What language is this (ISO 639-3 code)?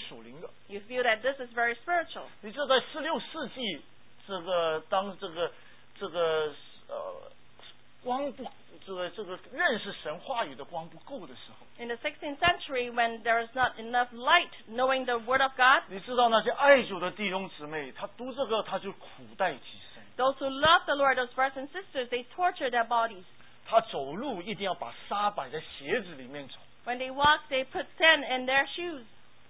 zho